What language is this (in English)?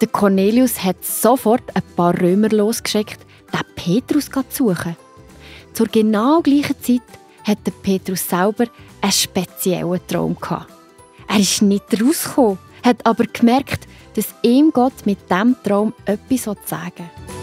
Swiss German